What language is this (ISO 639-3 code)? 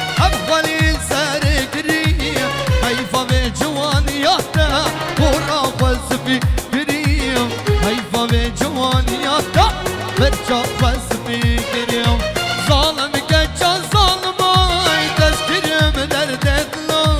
kur